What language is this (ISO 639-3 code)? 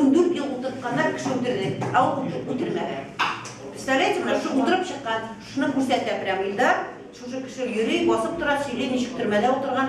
tat